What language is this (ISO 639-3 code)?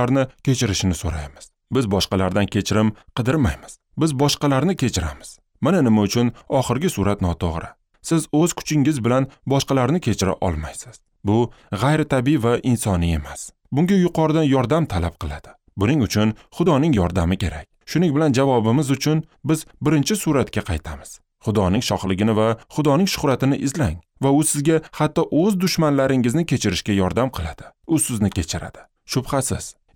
uzb